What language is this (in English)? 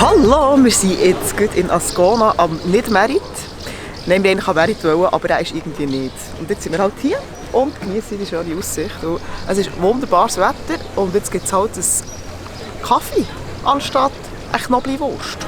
Swiss German